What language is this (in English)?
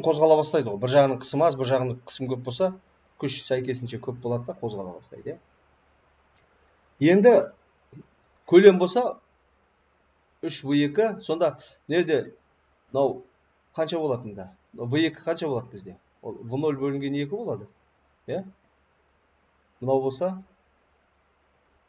Kazakh